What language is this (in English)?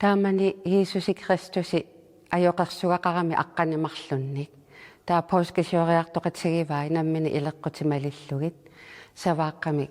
Kalaallisut